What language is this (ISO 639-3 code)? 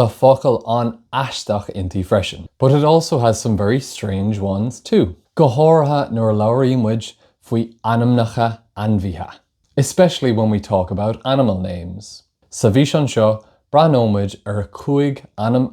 gle